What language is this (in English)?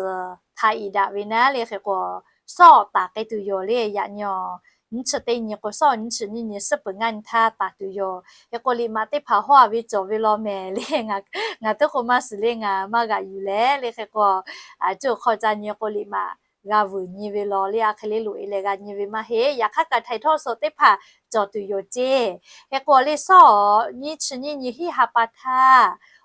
Lahu